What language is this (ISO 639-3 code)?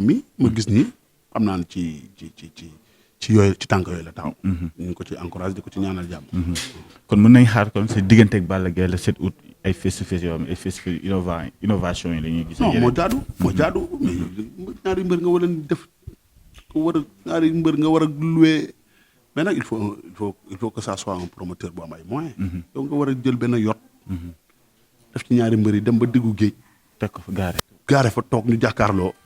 wol